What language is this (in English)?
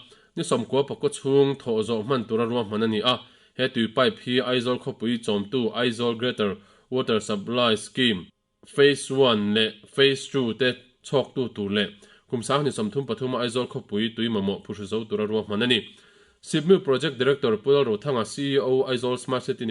Mizo